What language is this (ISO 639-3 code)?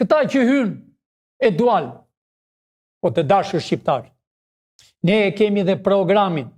sqi